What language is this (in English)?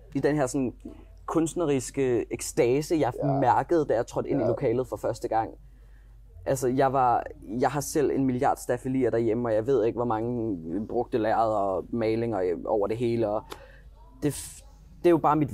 Danish